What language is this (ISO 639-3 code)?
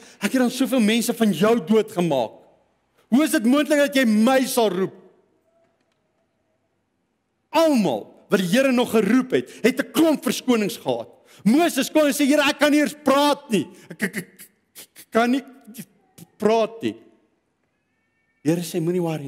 afr